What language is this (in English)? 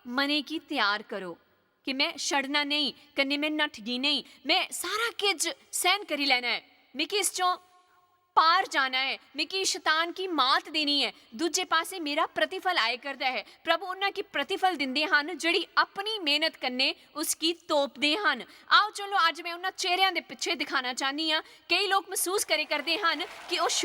Dogri